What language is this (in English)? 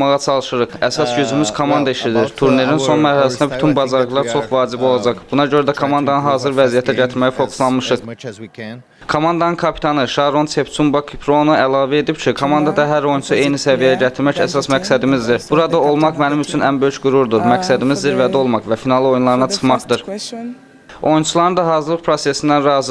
Azerbaijani